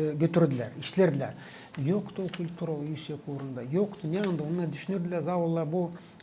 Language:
Gagauz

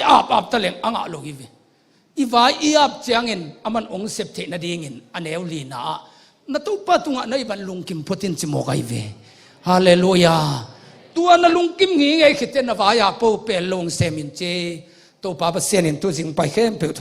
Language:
Tedim Chin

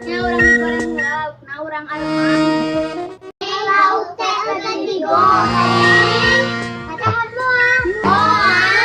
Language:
Sundanese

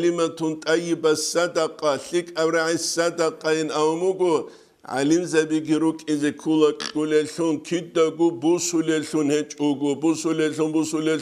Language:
Avaric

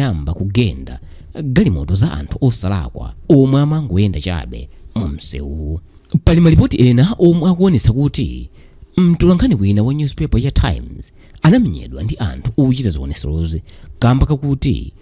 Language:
Nyanja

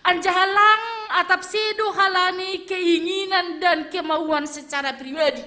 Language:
Batak Simalungun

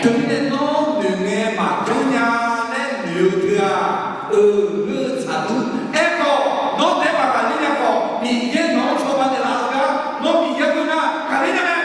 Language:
Akha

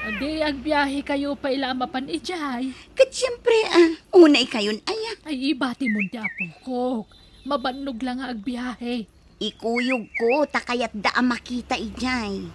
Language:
Iloko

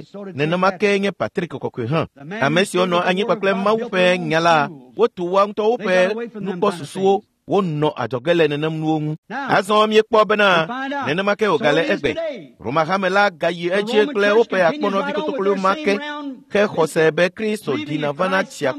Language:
Ewe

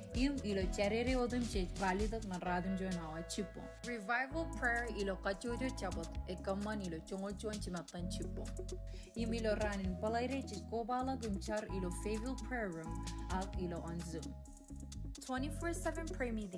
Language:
Marshallese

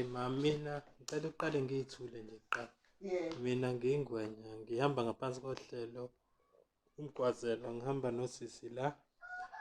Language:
Zulu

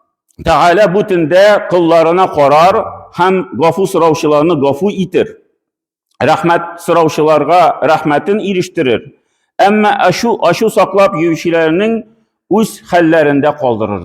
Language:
Tatar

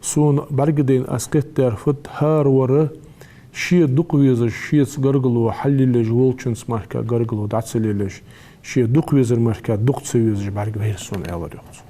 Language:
Ingush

